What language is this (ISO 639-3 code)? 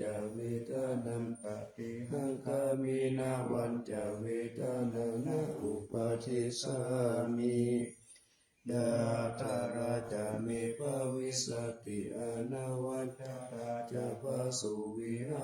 pli